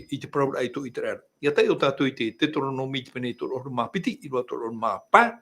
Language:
Tahitian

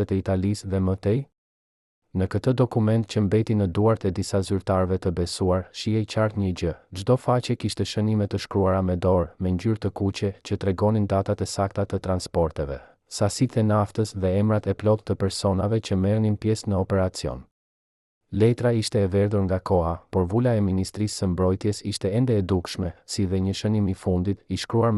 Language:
Albanian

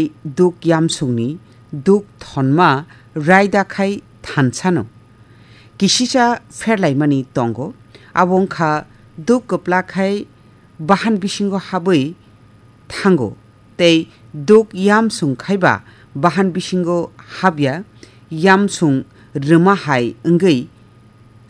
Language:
Kok Borok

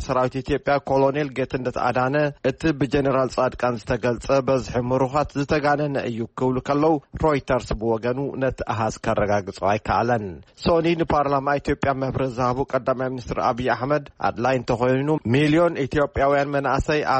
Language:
Tigrinya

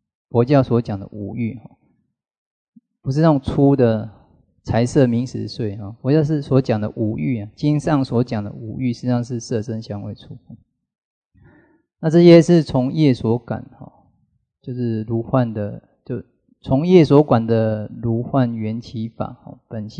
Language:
Chinese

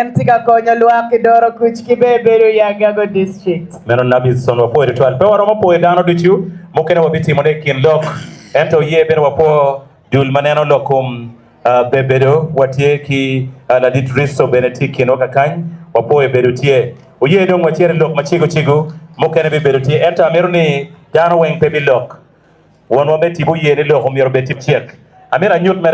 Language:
Acoli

